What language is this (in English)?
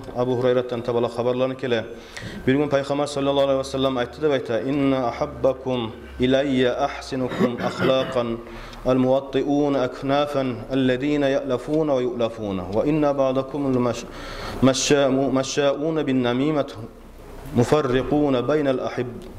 Kumyk